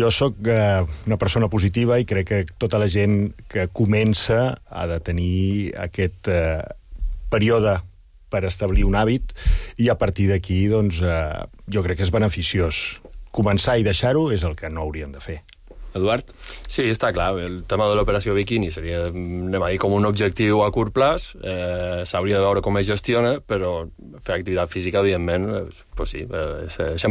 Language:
Catalan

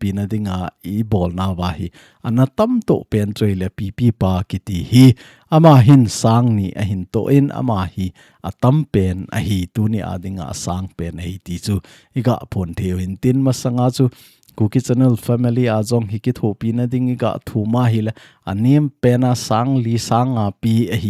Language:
Thado Chin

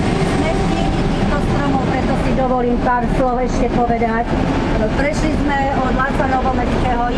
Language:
Slovak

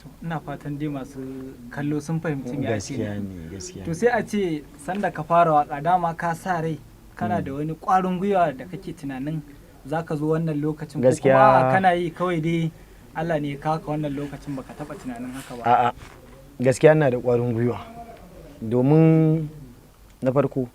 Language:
Hausa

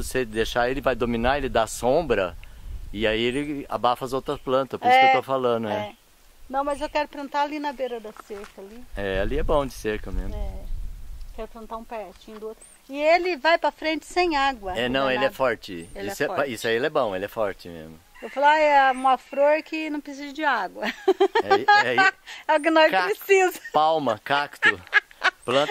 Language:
Portuguese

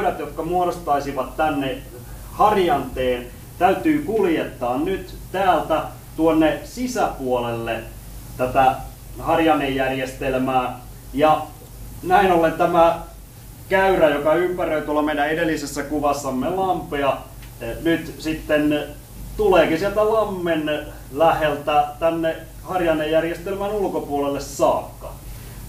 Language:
Finnish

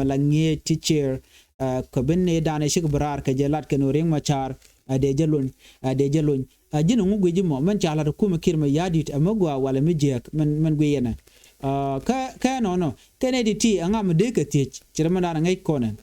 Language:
Nuer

